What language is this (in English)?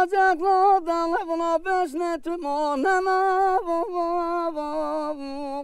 Kurdish